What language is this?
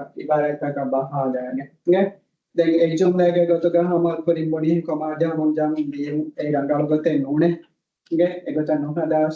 Divehi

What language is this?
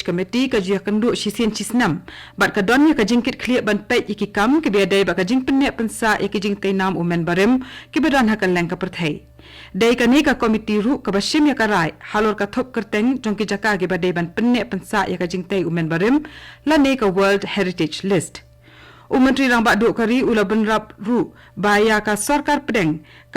Khasi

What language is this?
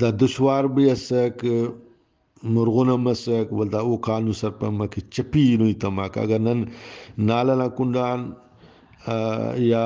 Brahui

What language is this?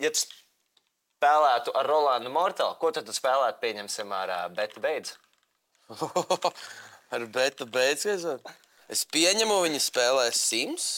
Latvian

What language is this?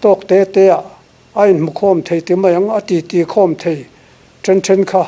Mizo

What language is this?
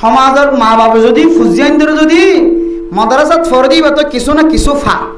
Rohingya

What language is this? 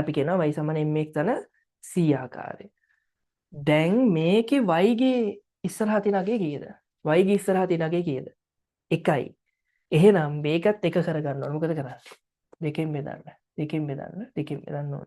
Sinhala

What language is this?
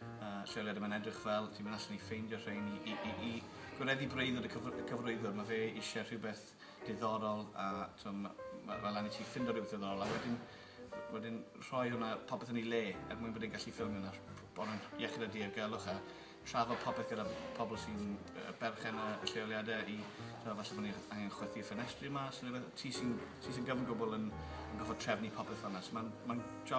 Welsh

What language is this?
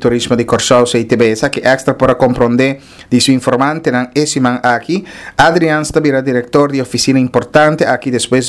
Papiamento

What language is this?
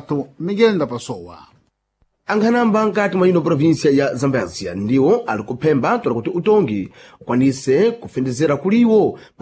Sena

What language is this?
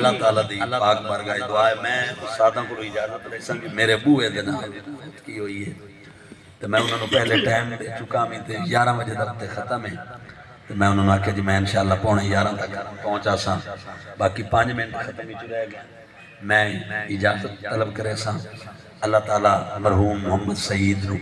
Saraiki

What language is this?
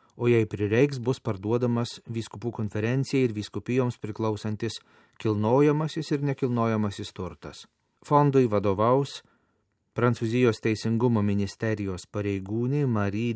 Lithuanian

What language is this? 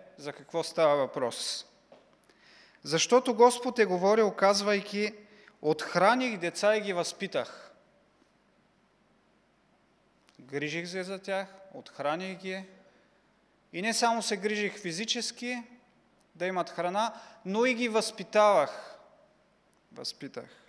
Bulgarian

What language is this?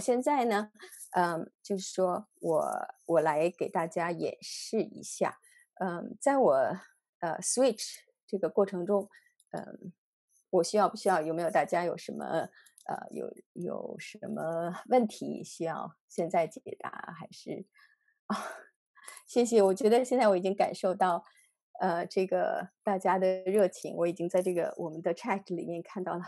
Chinese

